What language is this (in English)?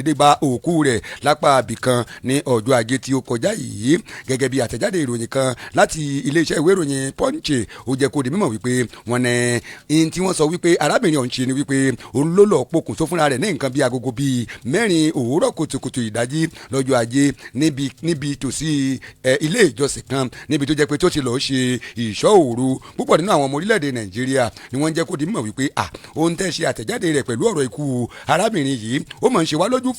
Yoruba